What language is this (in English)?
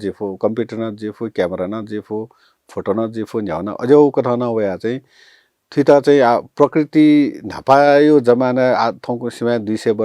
Newari